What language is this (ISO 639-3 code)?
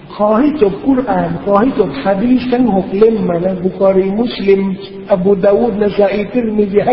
tha